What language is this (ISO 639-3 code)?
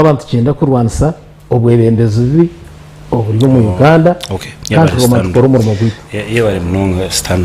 nyn